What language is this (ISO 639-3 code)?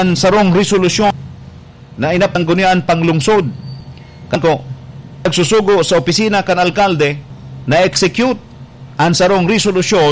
bik